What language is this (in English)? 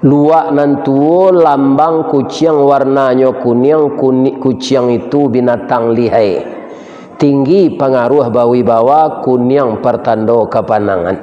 Minangkabau